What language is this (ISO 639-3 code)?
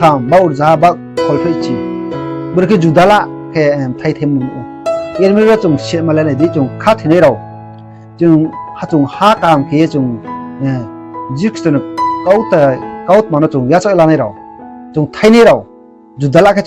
ria